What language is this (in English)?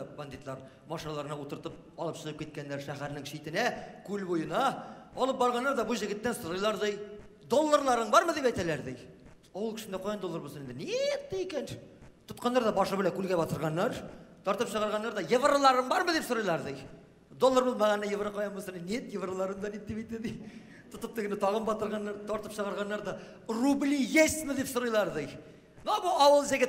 Tatar